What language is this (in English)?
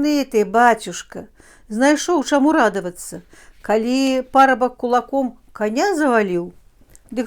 Belarusian